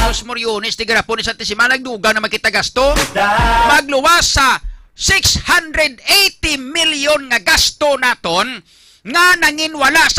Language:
Hiligaynon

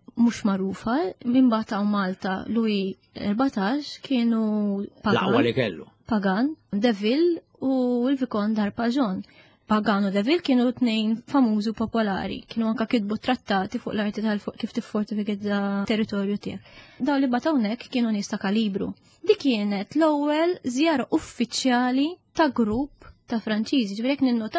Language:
Maltese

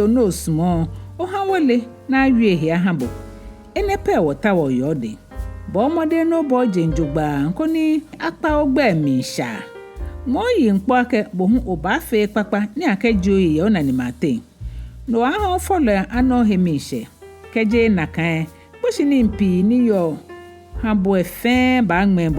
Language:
Ga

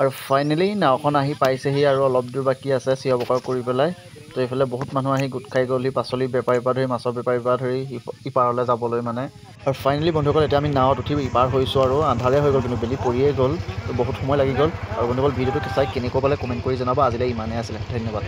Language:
Assamese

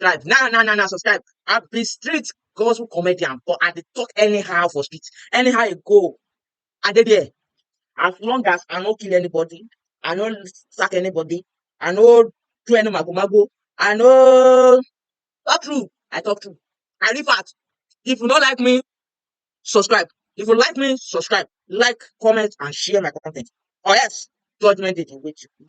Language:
Nigerian Pidgin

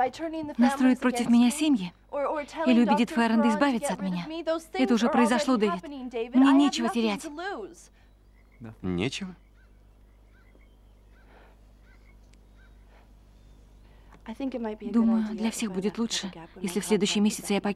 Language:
Russian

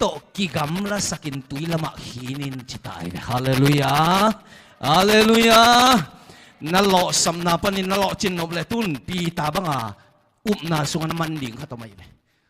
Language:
Tedim Chin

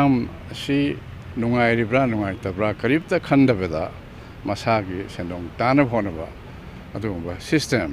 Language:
Manipuri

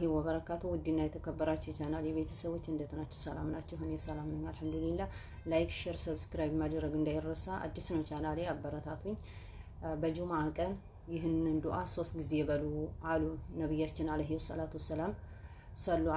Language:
Amharic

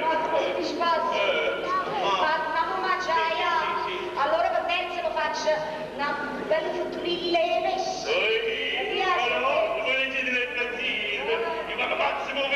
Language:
Neapolitan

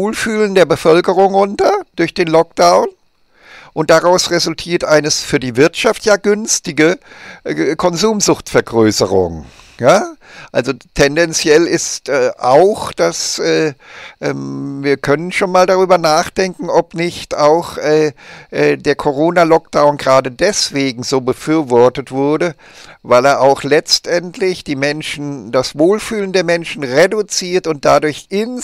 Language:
German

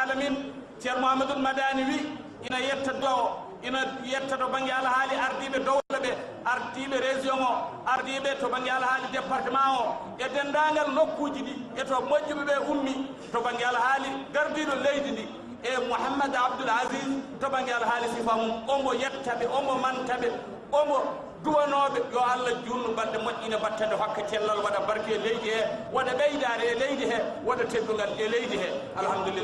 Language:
Fula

